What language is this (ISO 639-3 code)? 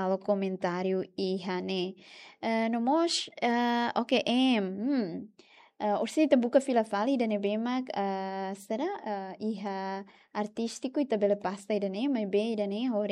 tet